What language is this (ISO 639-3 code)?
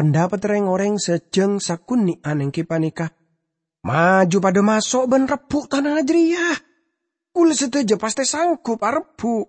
mad